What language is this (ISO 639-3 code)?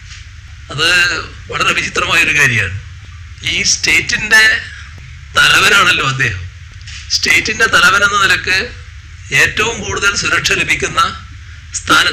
mal